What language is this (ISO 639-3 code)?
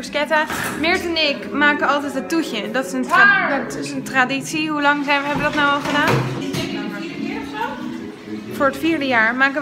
nld